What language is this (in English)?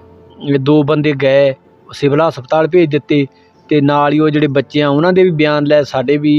Punjabi